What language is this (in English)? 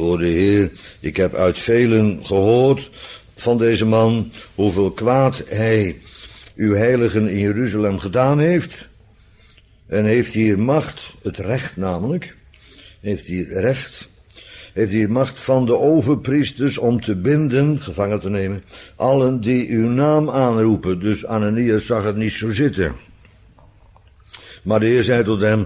Dutch